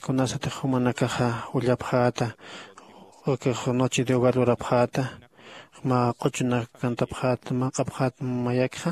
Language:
Aymara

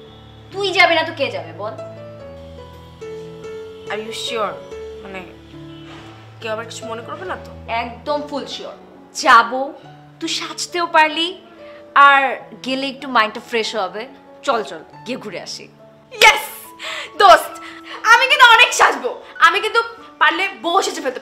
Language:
Bangla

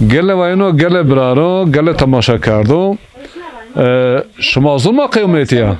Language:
Zaza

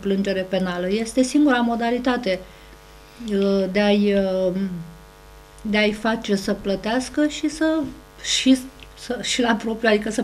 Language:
Romanian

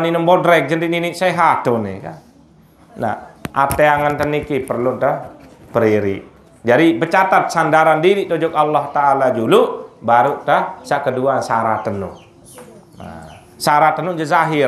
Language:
Sasak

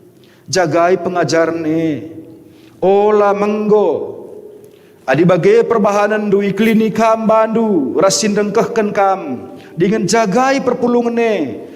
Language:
Batak Karo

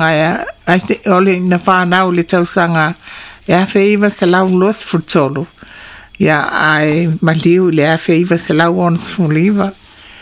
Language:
Samoan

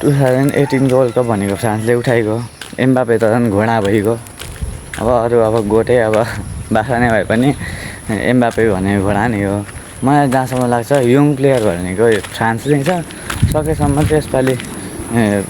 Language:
Nepali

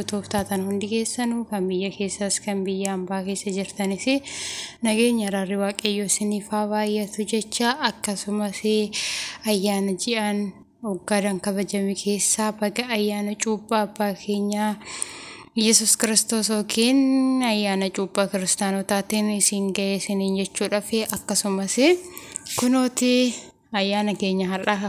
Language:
Oromo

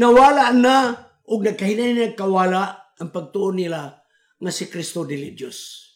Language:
Cebuano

